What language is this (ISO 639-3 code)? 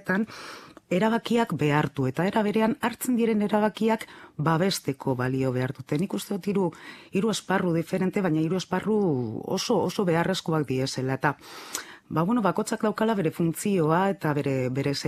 eus